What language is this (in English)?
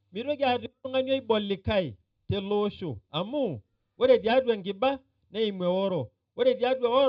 Masai